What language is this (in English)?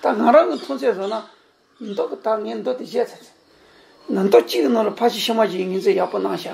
Tibetan